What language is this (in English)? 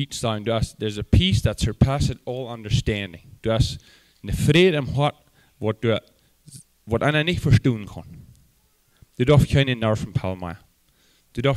Plautdietsch